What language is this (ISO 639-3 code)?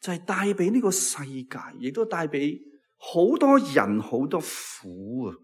yue